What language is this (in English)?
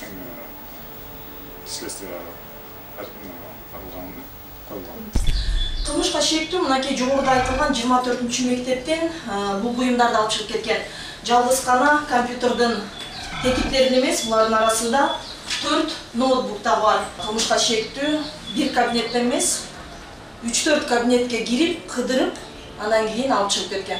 Kyrgyz